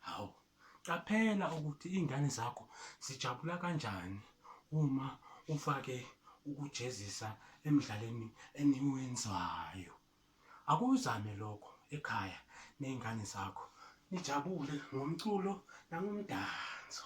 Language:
Zulu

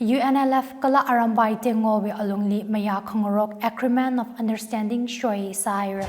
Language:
Tangkhul Naga (India)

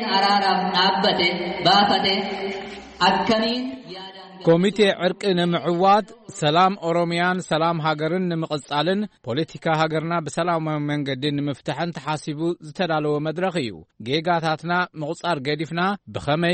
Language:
Tigrinya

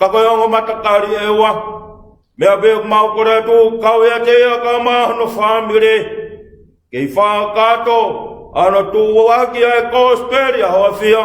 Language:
Tongan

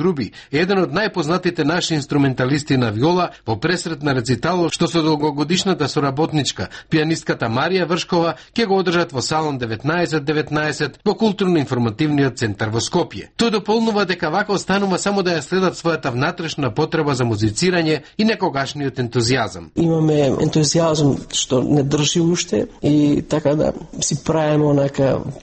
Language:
Macedonian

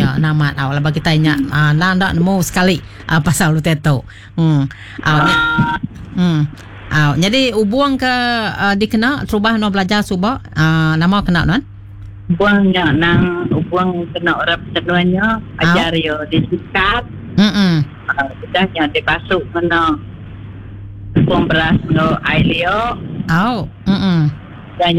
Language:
Iban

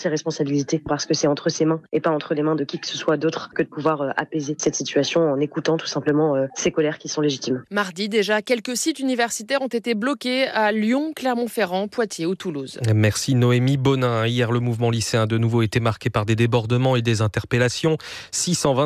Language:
French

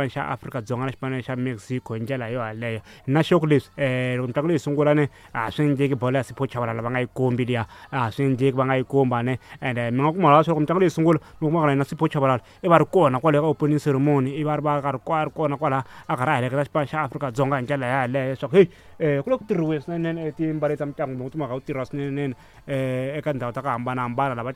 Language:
Tsonga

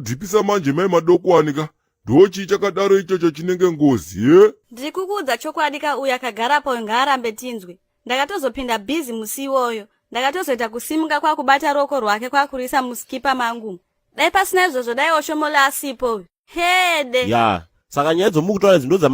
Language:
Shona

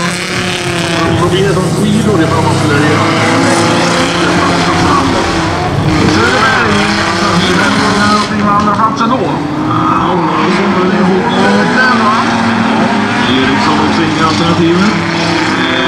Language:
Swedish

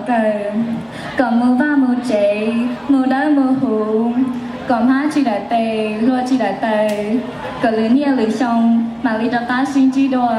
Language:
Hmong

